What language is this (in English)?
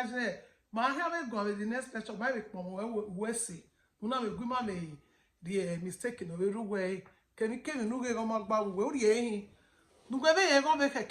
Bini